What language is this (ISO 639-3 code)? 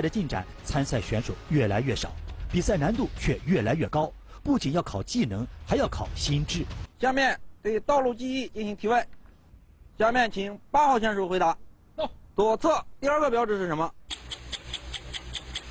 zho